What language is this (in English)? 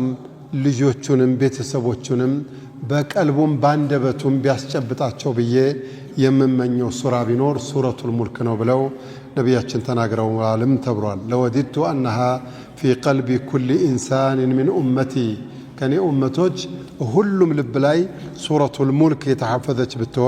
Amharic